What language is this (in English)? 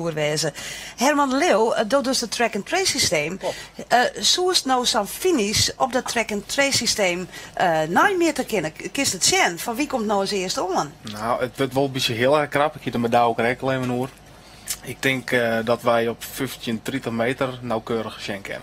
Western Frisian